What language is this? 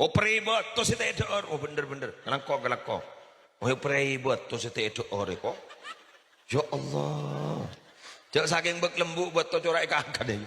Madurese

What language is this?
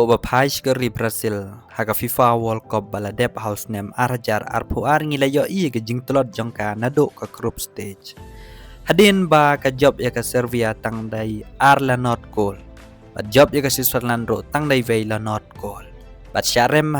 Khasi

